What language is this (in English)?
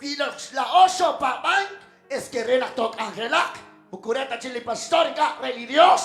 Kekchí